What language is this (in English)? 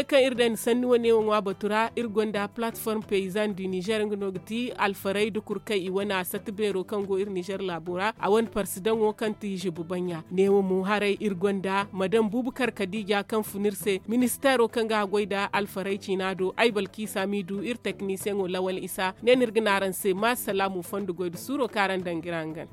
Zarma